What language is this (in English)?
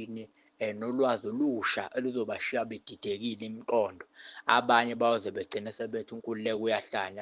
Zulu